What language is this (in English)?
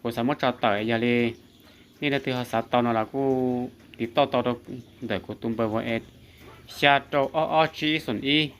Hmong